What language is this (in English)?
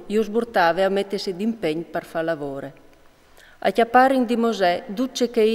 Friulian